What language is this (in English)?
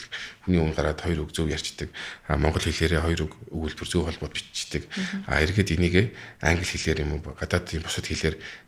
Mongolian